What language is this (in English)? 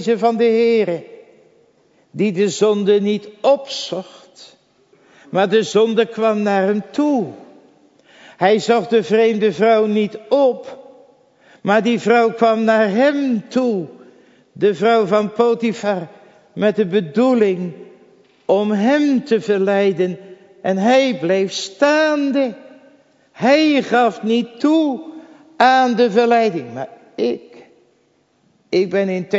Dutch